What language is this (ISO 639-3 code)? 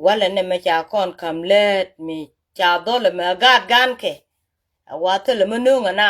nus